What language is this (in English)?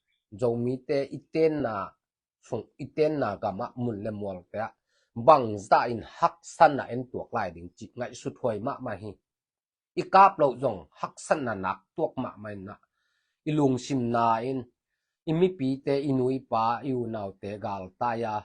Tedim Chin